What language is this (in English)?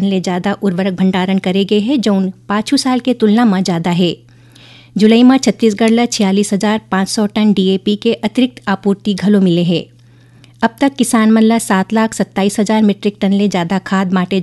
Chhattisgarhi